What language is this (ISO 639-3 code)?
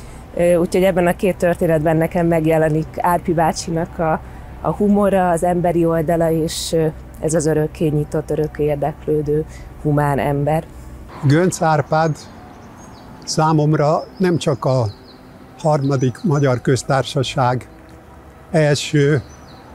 hun